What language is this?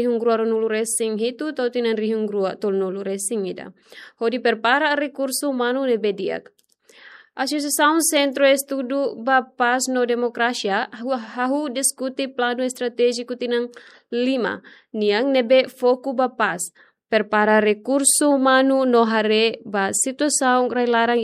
Tetum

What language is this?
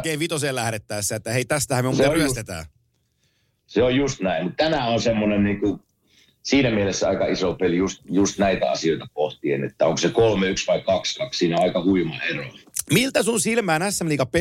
Finnish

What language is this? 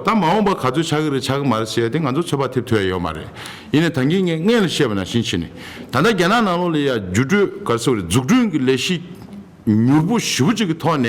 Tibetan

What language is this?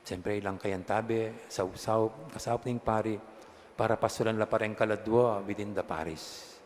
Pampanga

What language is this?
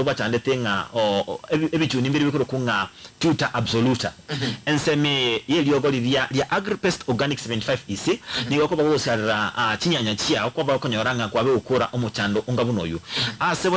Gusii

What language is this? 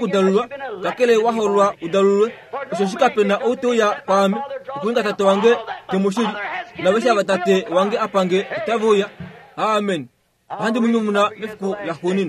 Kuanyama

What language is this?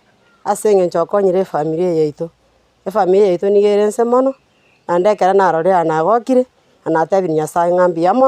Gusii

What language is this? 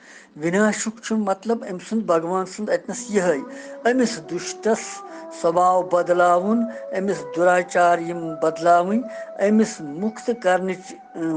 Kashmiri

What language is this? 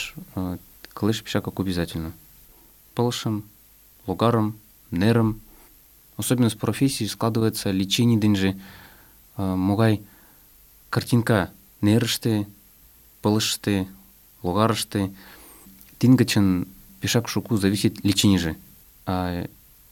Mari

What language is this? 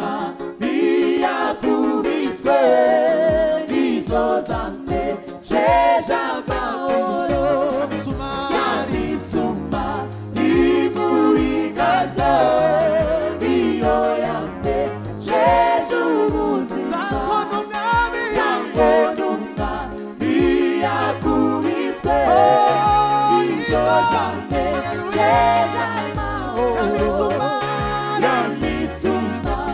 Kinyarwanda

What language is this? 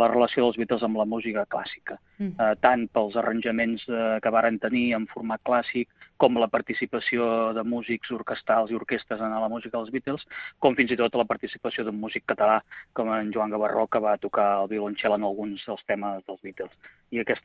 Catalan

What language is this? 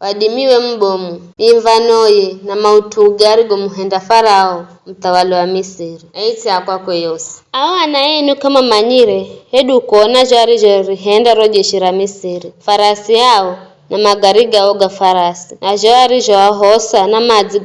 Giryama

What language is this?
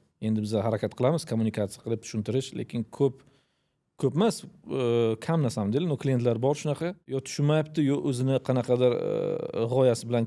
Uzbek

